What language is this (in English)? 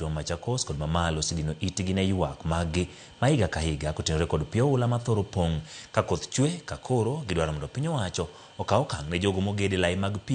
Luo (Kenya and Tanzania)